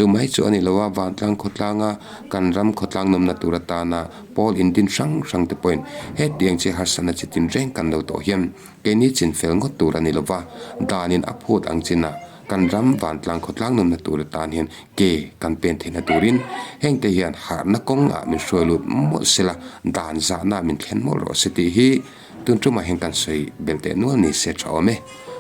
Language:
Mizo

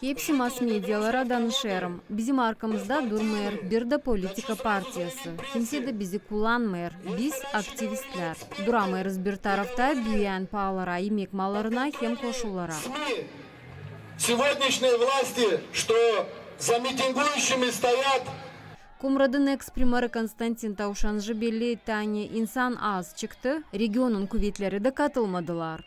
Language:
Gagauz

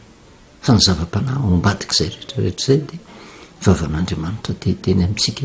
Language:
Malagasy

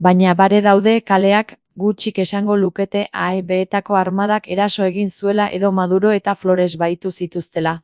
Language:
Basque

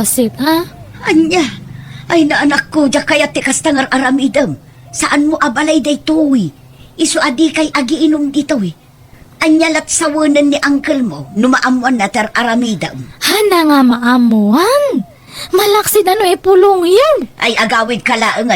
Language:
Iloko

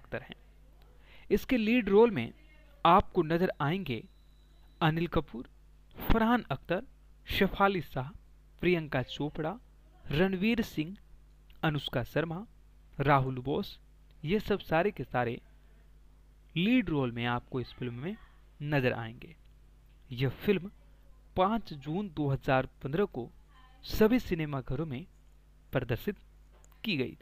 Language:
Hindi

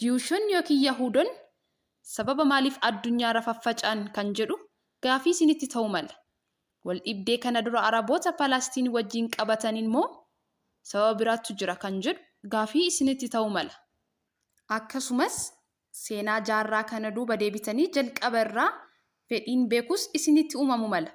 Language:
Oromo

